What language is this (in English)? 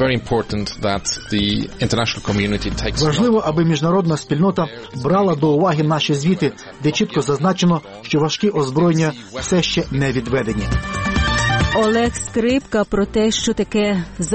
Ukrainian